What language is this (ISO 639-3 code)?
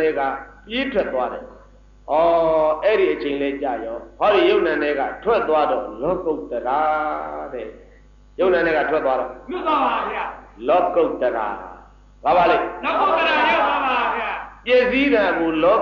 mya